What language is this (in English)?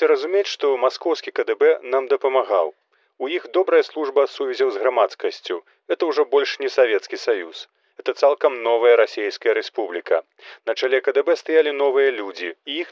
Belarusian